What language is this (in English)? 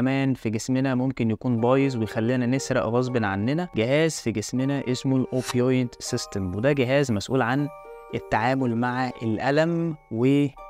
Egyptian Arabic